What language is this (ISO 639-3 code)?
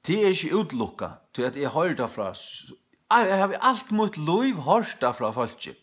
fao